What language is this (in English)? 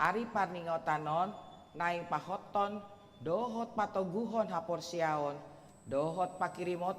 Batak Toba